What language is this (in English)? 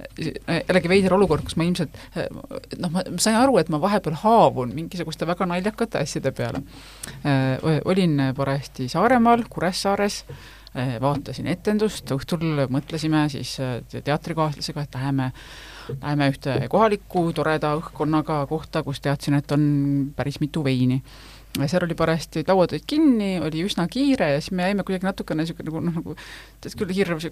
Estonian